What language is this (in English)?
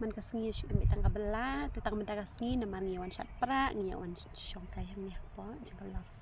Khasi